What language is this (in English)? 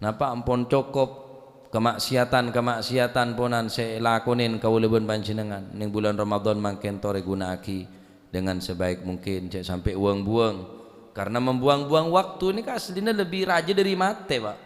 Madurese